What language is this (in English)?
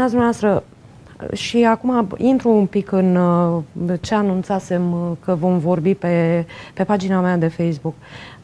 Romanian